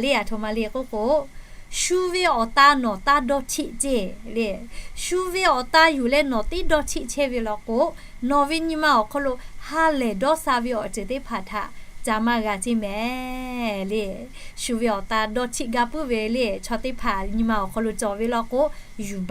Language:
Lahu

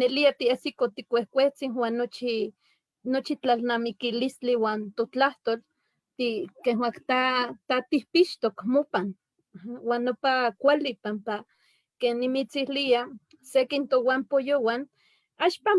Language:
Eastern Huasteca Nahuatl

